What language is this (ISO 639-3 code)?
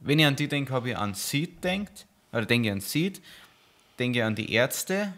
bar